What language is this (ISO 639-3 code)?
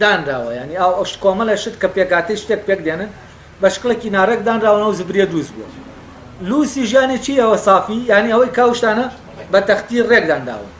ckb